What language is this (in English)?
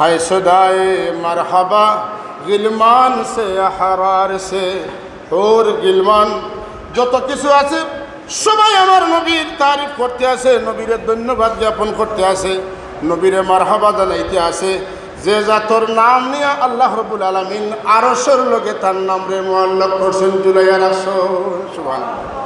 Sylheti